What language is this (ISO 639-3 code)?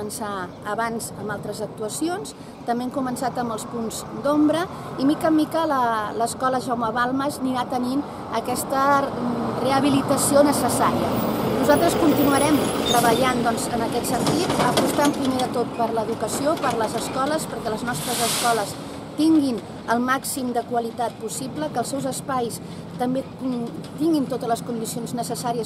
cat